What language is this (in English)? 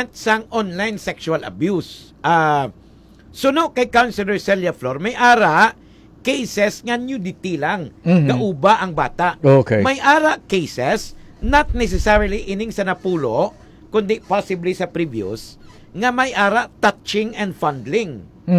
Hiligaynon